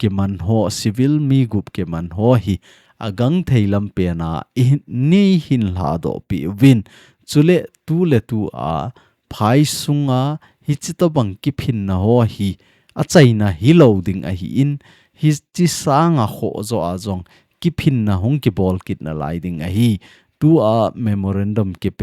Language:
Thado Chin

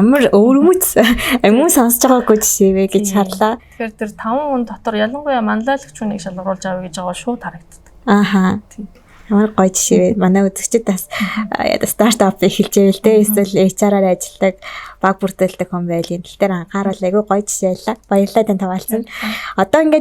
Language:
Mongolian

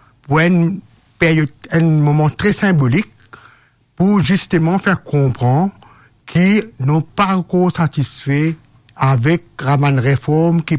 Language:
Morisyen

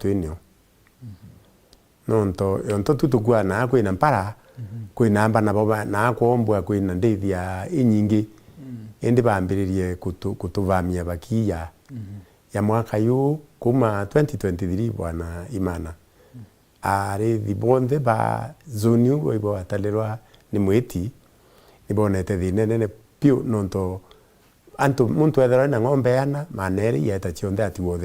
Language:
Meru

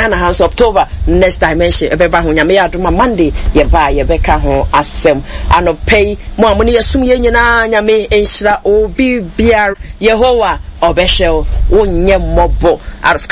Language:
Akan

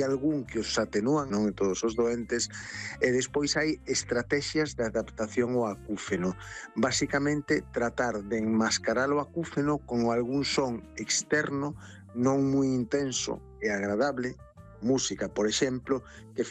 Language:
Galician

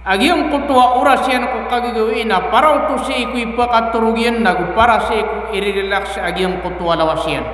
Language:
Maranao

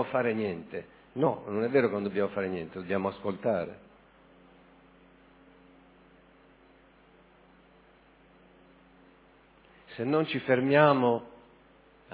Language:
Italian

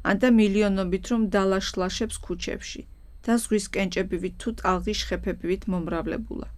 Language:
Georgian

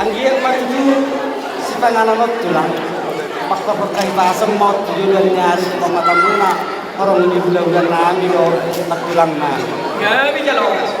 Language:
Batak Toba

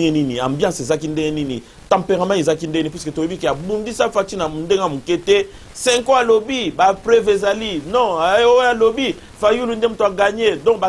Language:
Lingala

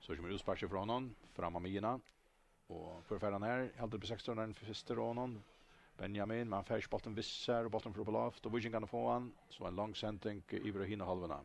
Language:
Faroese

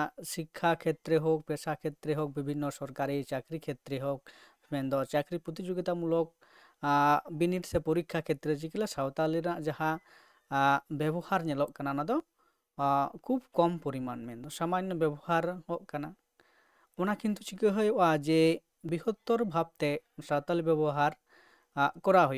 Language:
Santali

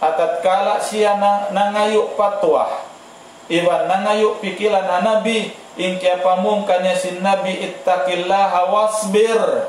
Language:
Tausug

